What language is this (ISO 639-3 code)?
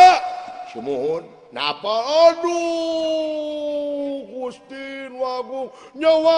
sun